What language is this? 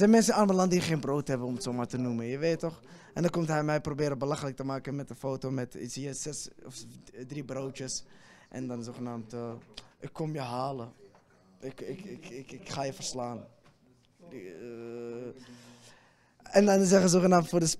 Dutch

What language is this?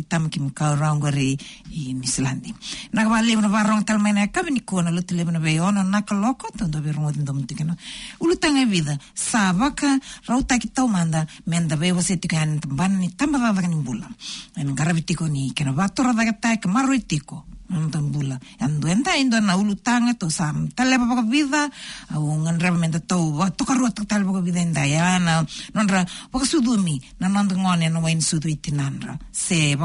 Fijian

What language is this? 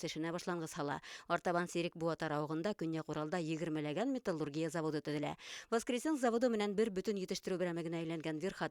Bashkir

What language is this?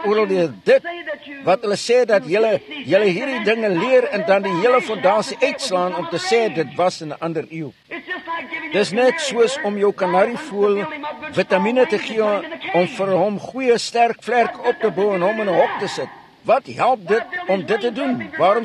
Afrikaans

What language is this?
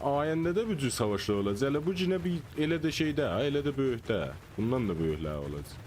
South Azerbaijani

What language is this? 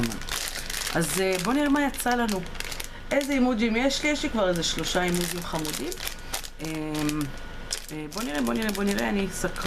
Hebrew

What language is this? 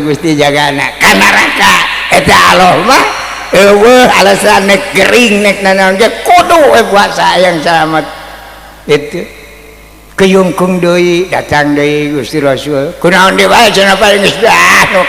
Sundanese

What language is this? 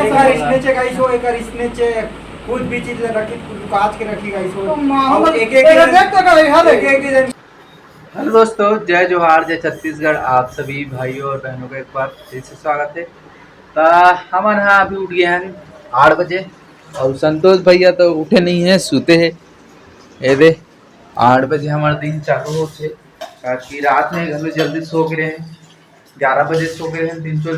Chhattisgarhi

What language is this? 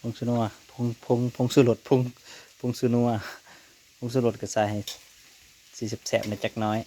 Northeastern Thai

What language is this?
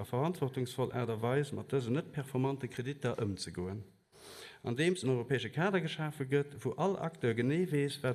Luxembourgish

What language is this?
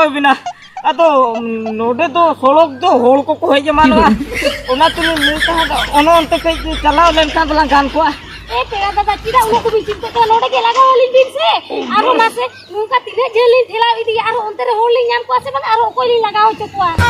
Santali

